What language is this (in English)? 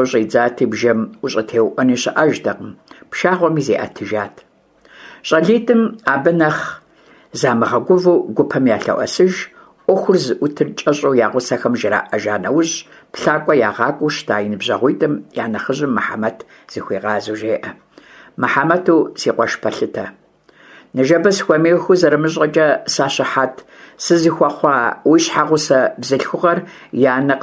Kabardian